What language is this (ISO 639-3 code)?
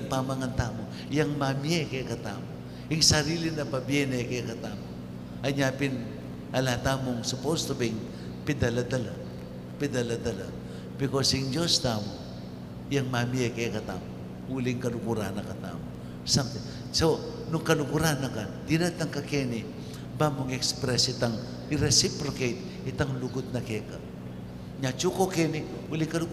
pam